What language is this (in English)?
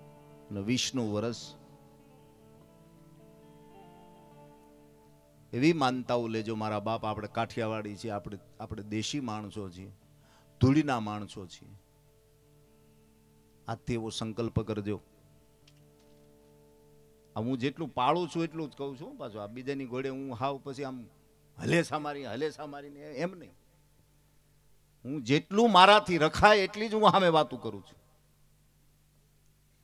Gujarati